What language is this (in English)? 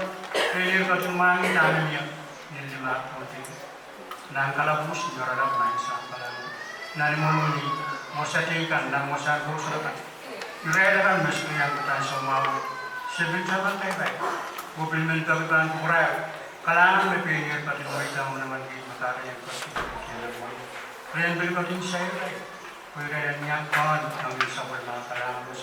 Pohnpeian